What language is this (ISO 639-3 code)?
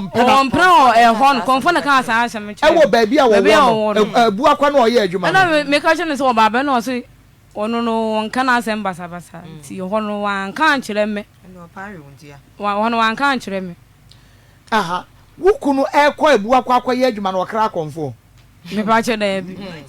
aka